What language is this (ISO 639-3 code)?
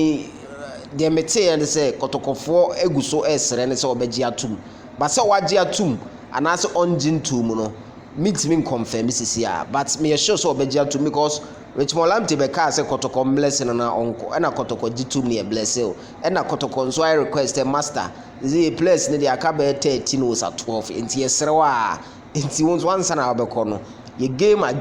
aka